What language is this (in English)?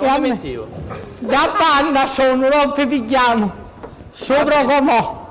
Sicilian